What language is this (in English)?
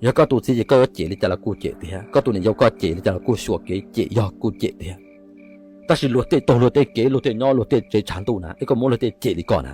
Hmong